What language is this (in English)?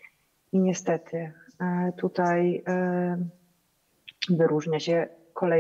Polish